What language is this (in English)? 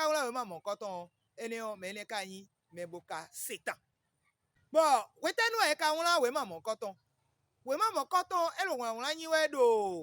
Fon